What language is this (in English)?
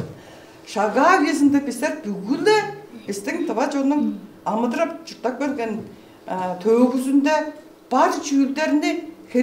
Tuvinian